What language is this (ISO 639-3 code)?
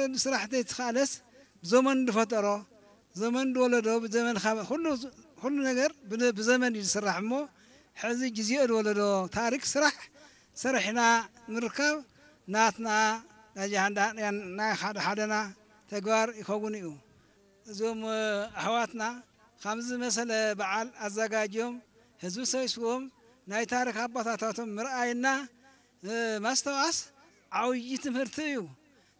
tir